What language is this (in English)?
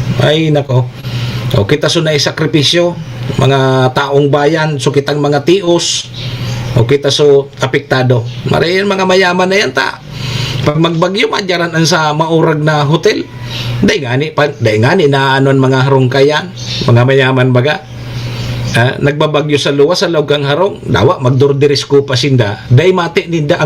Bikol